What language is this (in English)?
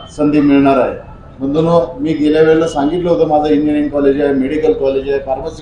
Marathi